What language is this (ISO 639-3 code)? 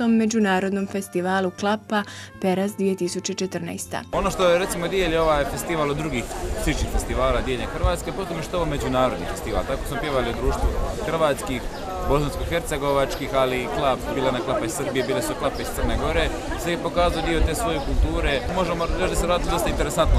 hrv